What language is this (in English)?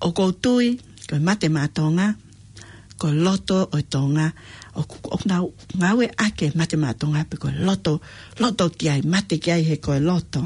Tongan